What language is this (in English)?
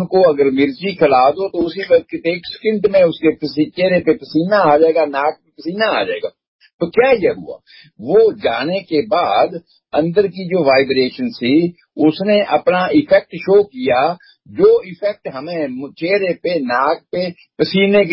Urdu